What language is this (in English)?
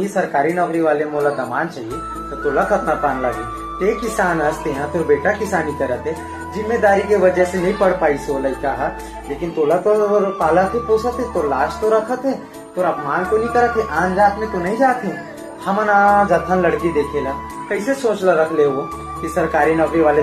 Chhattisgarhi